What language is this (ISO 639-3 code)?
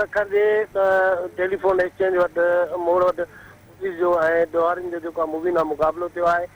snd